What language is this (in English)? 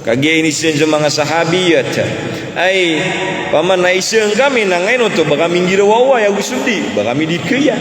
Maranao